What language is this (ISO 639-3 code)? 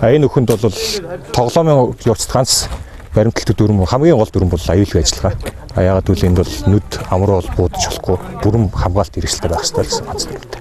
mon